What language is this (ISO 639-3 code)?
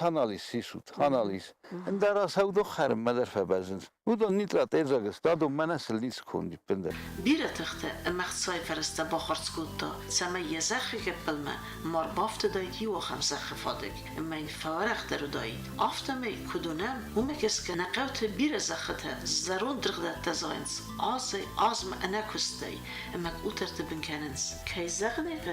oss